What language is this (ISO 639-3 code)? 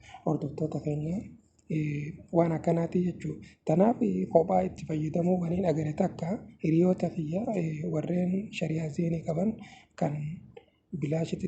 orm